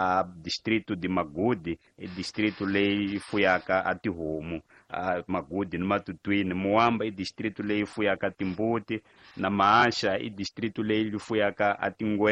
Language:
Tsonga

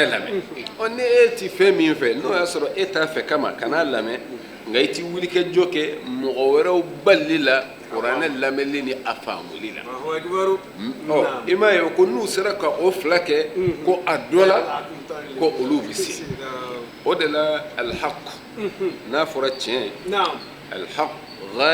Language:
Bambara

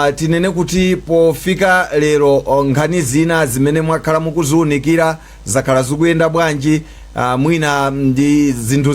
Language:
Nyanja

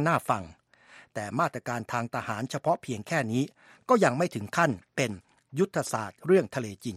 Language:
Thai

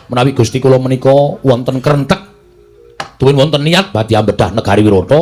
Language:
Javanese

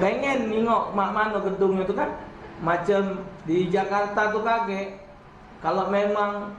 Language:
Musi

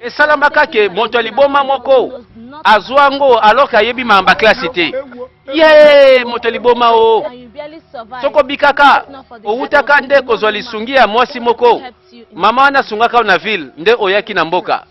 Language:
Lingala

